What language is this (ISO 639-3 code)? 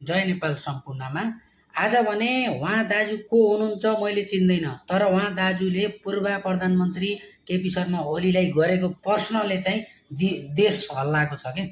nep